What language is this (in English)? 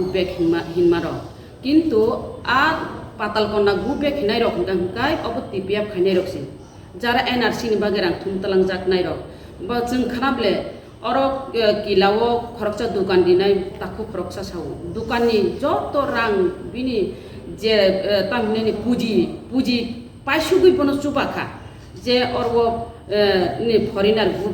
Kok Borok